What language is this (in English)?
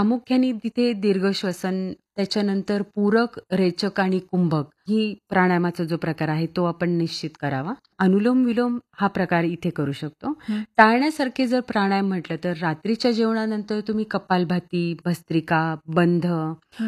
Marathi